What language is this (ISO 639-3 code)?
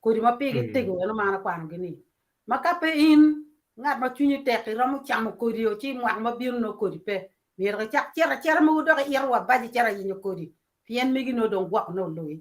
ach